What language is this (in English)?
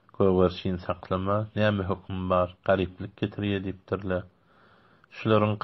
Turkmen